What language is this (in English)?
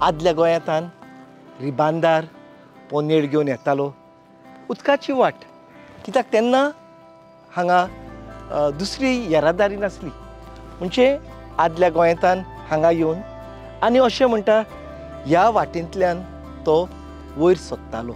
Konkani